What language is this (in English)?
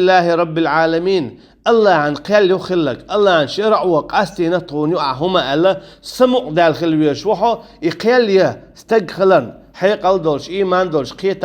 Chechen